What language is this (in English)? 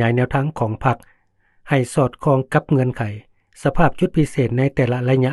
Lao